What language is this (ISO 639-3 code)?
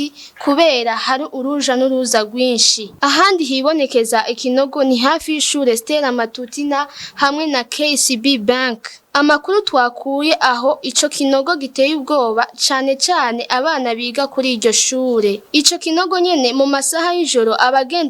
run